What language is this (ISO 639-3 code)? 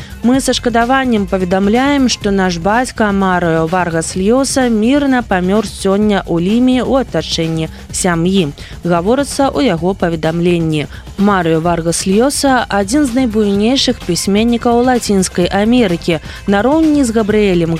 bel